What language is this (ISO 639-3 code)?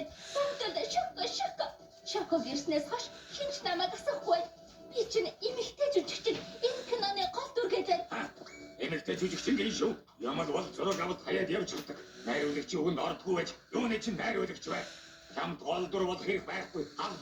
mon